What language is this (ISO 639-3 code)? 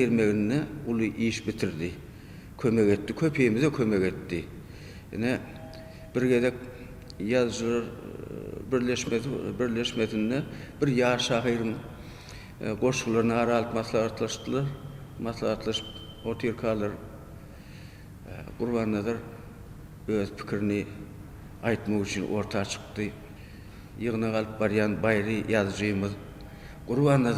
tuk